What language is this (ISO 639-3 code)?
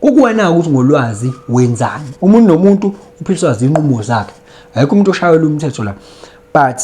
zul